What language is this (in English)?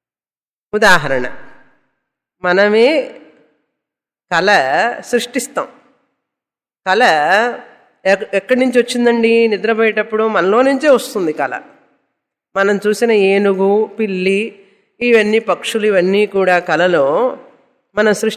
Telugu